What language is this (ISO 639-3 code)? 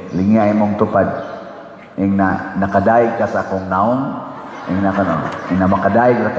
ceb